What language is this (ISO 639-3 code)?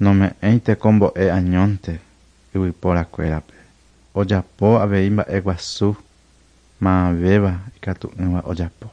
grn